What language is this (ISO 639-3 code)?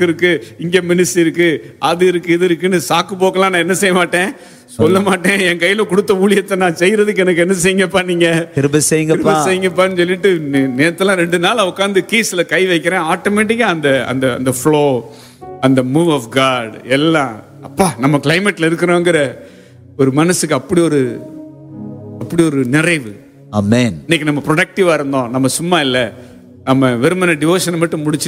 tam